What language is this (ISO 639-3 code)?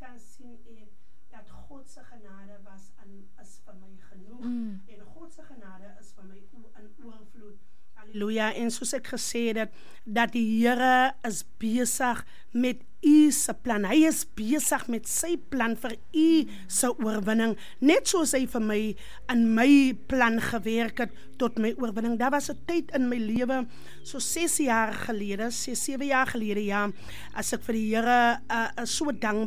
afr